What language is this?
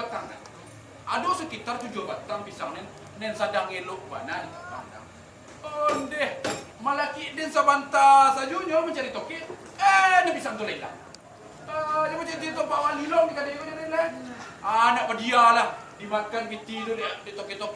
Minangkabau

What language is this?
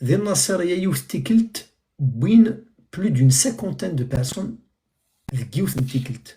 Kabyle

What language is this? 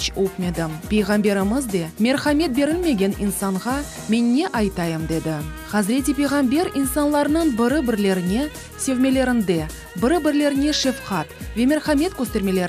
Crimean Tatar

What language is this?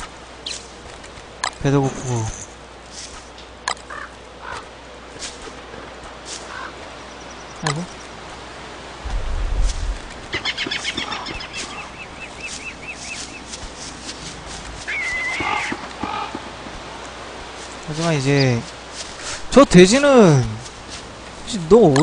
Korean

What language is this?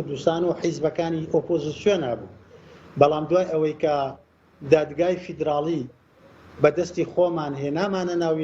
Central Kurdish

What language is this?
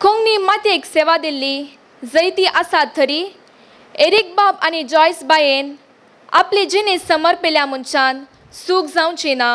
Konkani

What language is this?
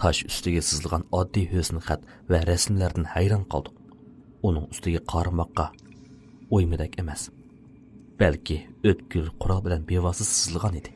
Uyghur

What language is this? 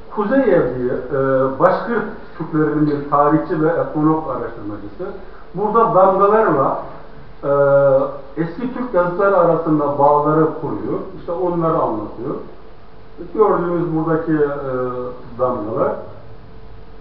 Turkish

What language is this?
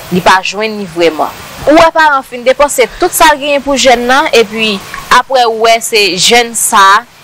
Haitian Creole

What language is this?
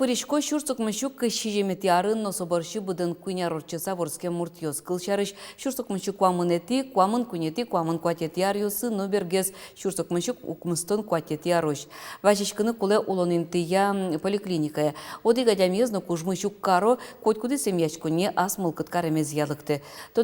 Udmurt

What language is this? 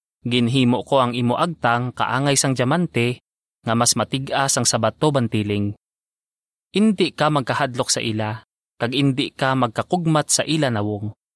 Hiligaynon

